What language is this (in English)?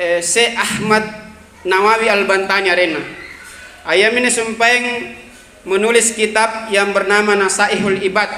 Makasar